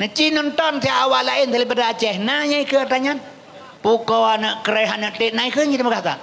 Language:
Achinese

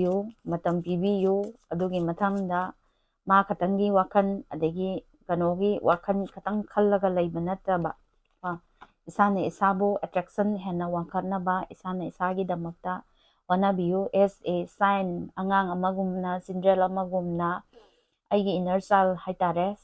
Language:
Manipuri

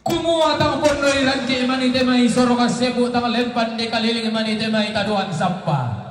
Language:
Toraja-Sa'dan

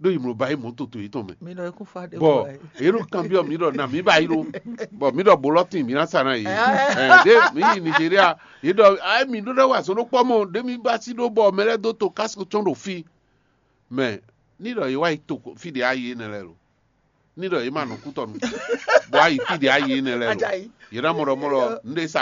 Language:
Fon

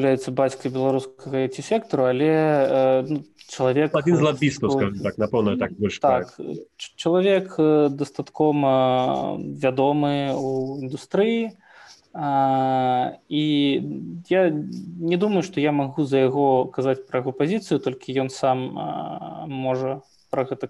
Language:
Belarusian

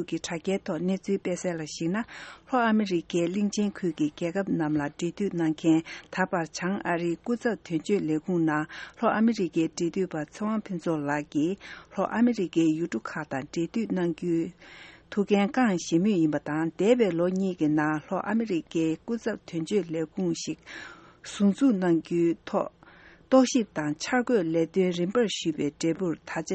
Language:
Tibetan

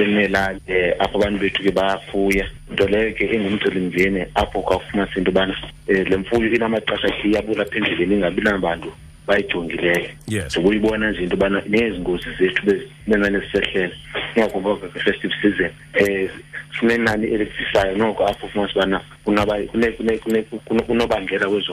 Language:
Xhosa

